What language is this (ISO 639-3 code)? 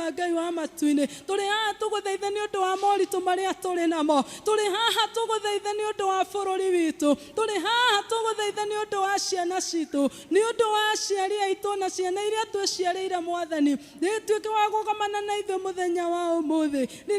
kik